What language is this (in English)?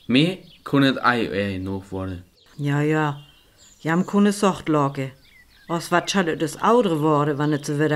Northern Frisian